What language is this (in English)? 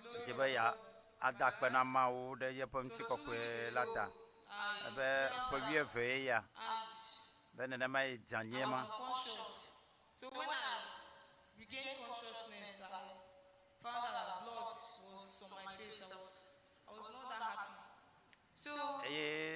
Ewe